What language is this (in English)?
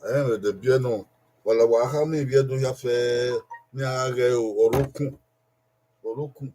Bini